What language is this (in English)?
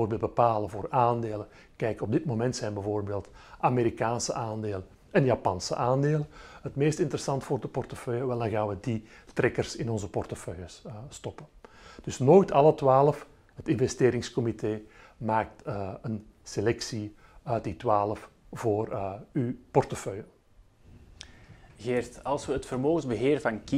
Dutch